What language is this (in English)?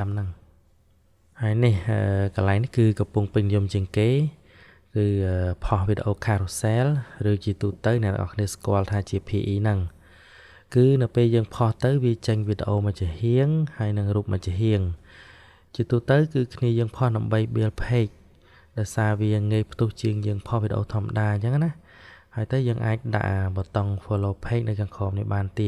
Khmer